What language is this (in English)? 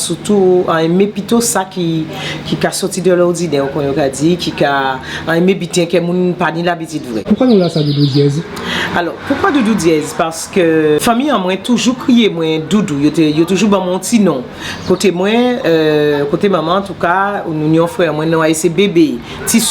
Guadeloupean Creole French